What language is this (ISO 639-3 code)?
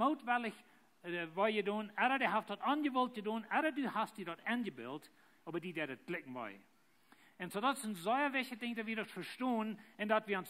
pdt